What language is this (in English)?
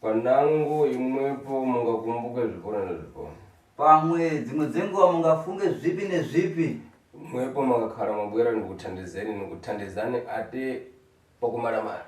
Shona